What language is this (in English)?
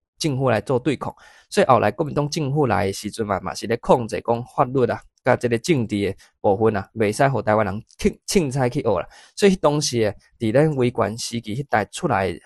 Min Nan Chinese